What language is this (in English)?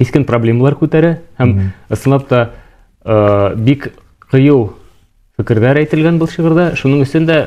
Bashkir